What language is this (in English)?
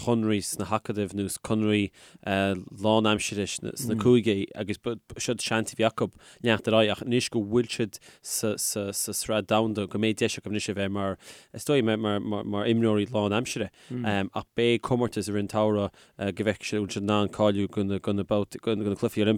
Irish